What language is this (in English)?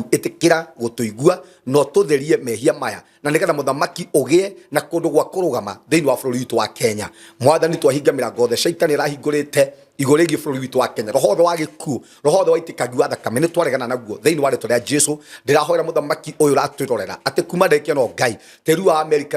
Kikuyu